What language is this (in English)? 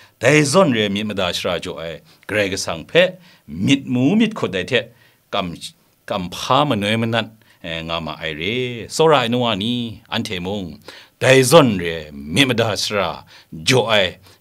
Kachin